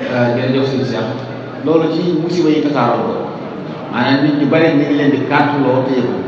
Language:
Wolof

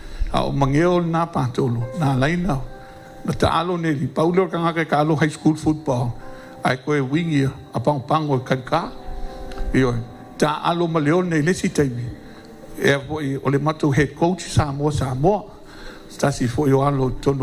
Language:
Samoan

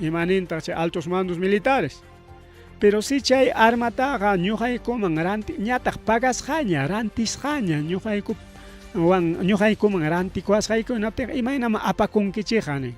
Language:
Ayacucho Quechua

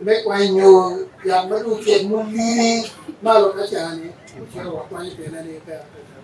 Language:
Acoli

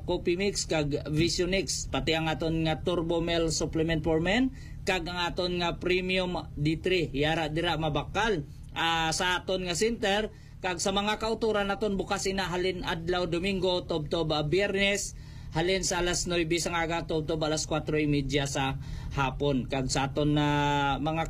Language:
Hiligaynon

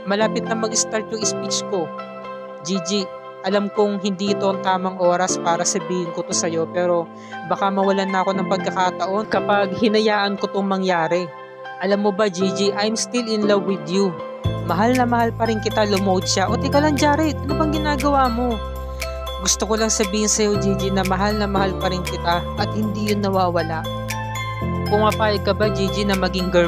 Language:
Filipino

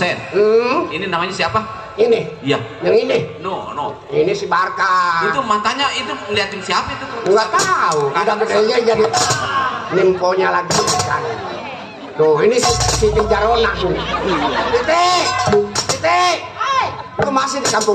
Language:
Betawi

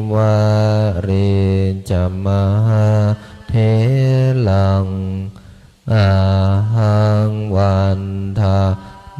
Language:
Pali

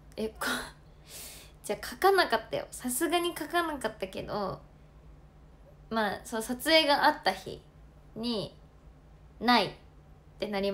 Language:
Japanese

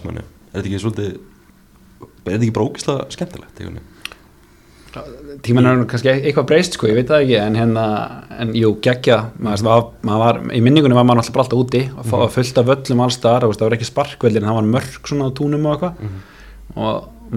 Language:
Icelandic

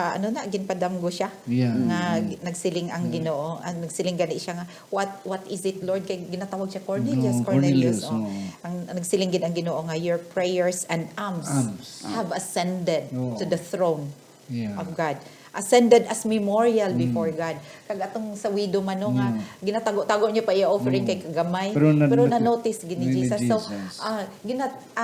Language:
Hiligaynon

